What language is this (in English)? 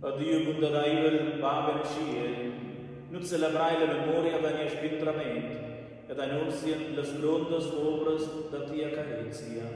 Romansh